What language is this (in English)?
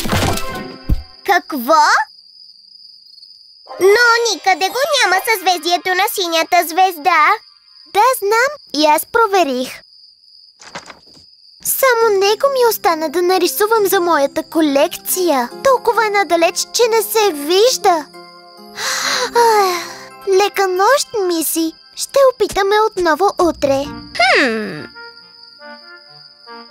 Bulgarian